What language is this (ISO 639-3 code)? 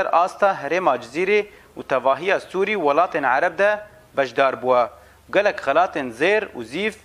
kur